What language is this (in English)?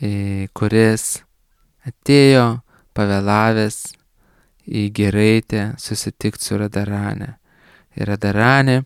Lithuanian